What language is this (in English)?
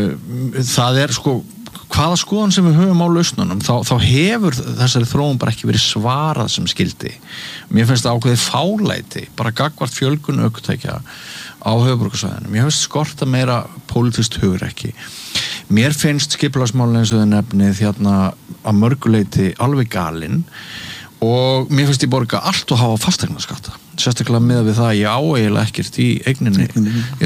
Icelandic